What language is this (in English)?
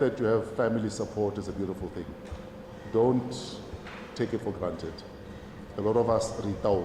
Tswana